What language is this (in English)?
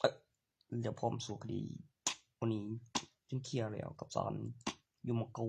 Northeastern Thai